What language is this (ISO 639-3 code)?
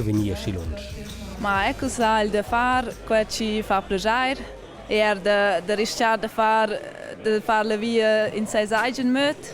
roh